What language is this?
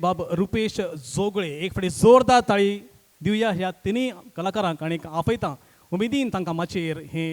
Konkani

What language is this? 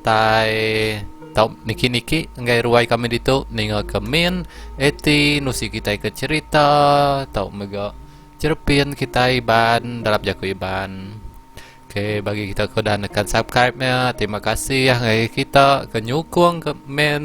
Iban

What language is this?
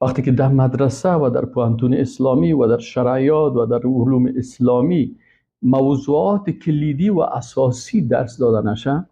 Persian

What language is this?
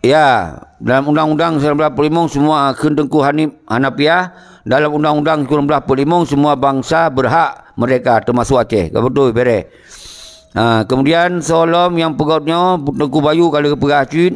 Achinese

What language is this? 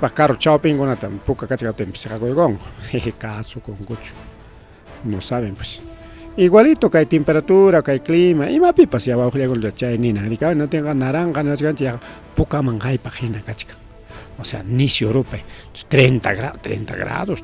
Ayacucho Quechua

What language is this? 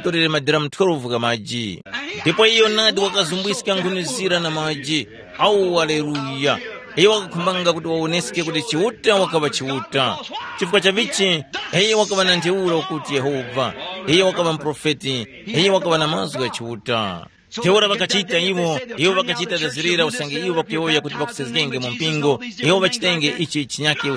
Tumbuka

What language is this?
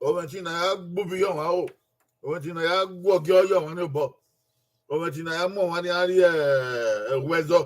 Bini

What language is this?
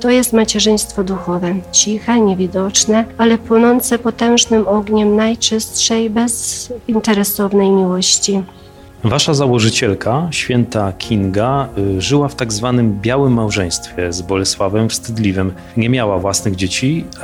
Polish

